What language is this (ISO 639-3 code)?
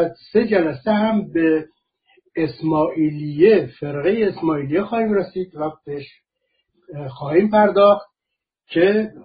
fas